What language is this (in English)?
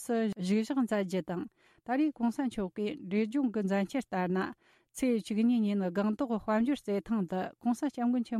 Tibetan